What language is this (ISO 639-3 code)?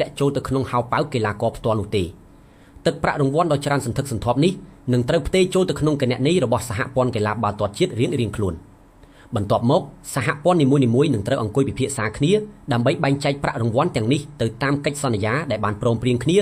khm